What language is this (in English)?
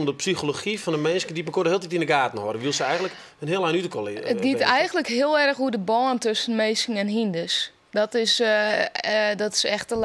Western Frisian